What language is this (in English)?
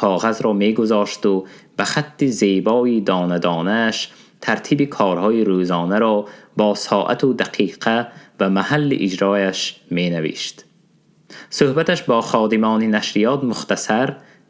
Tajik